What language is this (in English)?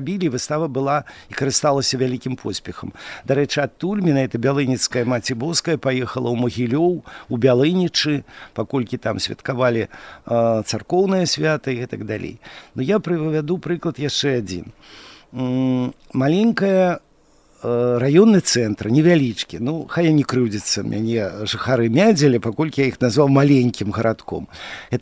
Belarusian